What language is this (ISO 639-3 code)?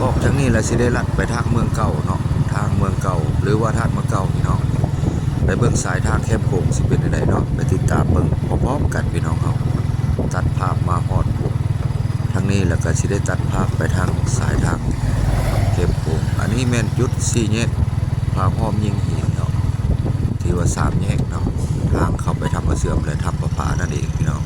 lao